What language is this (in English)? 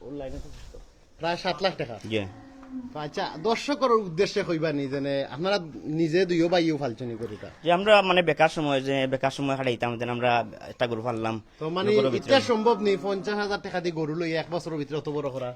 Sylheti